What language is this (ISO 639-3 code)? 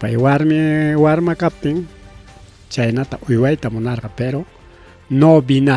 quy